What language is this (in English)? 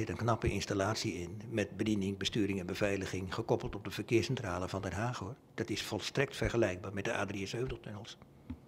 Dutch